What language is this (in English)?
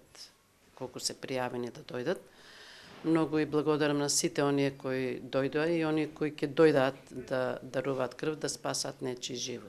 Macedonian